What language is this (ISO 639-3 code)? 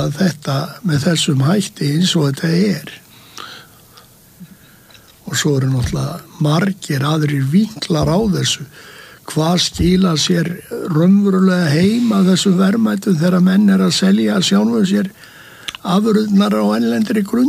isl